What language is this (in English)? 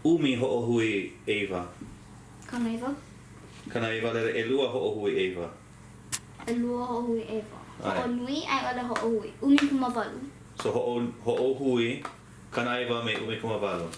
Hawaiian